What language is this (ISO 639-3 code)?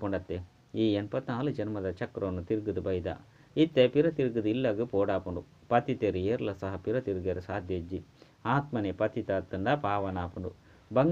tcy